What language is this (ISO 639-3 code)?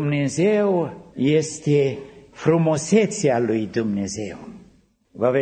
ron